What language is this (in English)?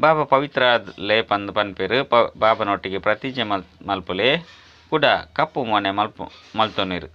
Tulu